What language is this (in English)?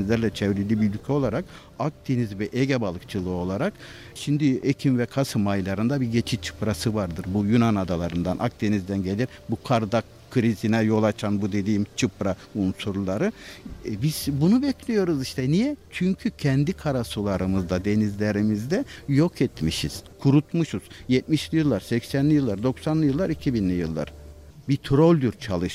Turkish